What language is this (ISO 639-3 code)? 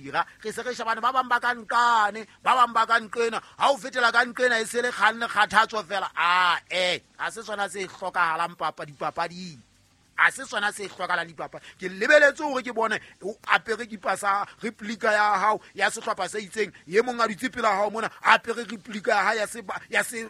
sot